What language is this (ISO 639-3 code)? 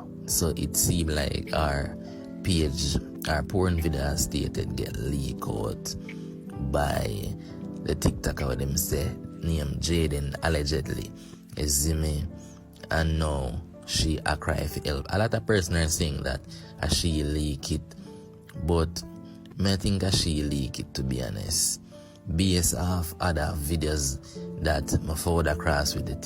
jam